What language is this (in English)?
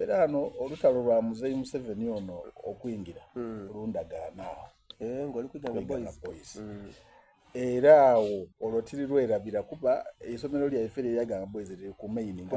Soga